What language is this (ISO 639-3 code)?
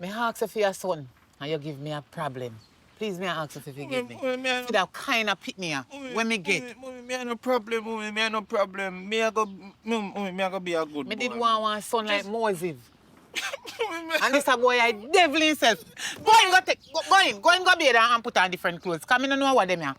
jam